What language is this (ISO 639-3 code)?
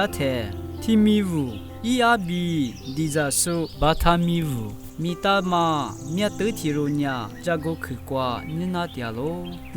lis